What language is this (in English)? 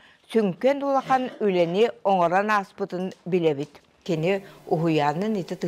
Yakut